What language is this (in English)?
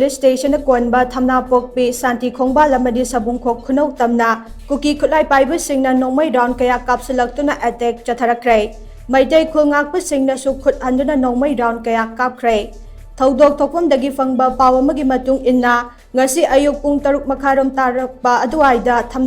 Manipuri